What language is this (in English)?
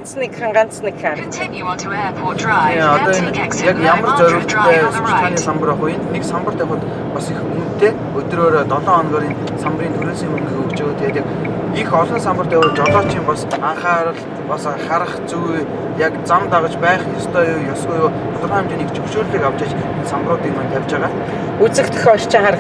Mongolian